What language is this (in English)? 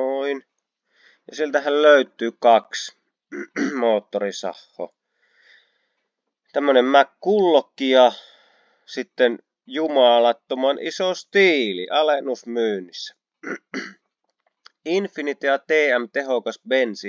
Finnish